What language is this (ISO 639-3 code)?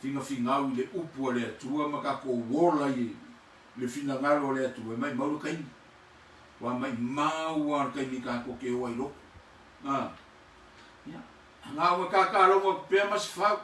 smo